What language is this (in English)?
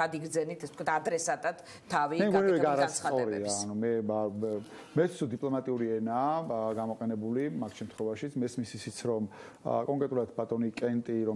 Georgian